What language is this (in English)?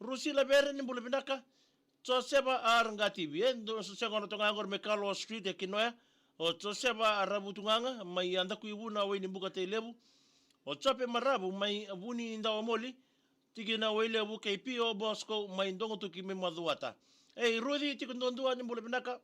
Fijian